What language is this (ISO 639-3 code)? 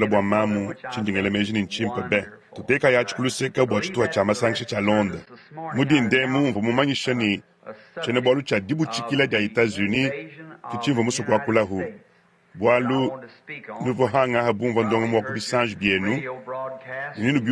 lua